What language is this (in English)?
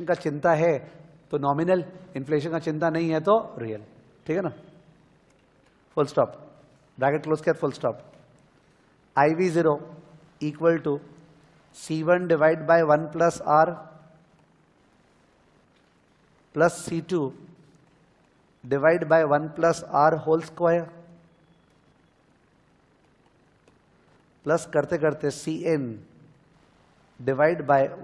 Hindi